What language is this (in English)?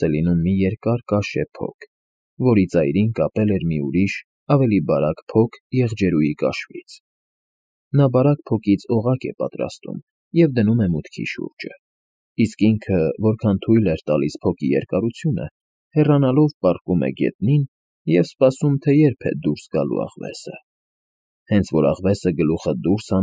Armenian